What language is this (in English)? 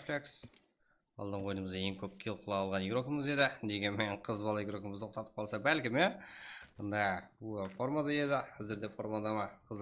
Kara-Kalpak